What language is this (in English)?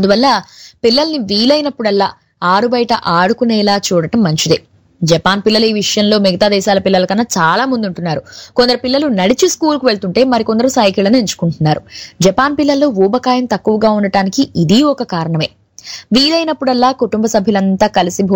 Telugu